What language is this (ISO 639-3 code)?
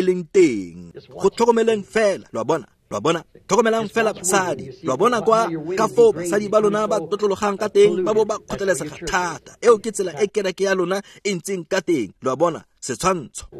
tsn